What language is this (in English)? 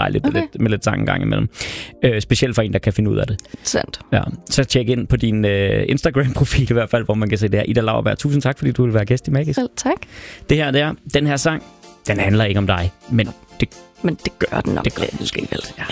Danish